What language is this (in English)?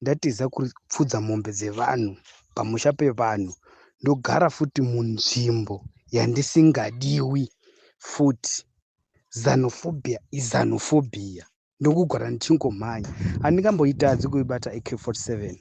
Shona